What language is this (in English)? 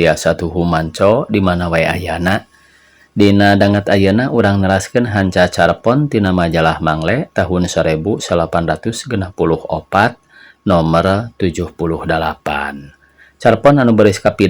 Sundanese